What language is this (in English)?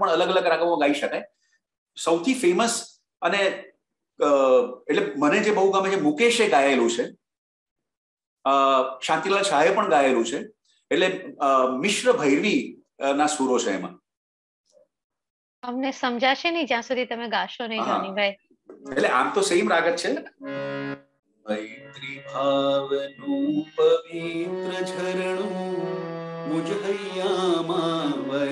Gujarati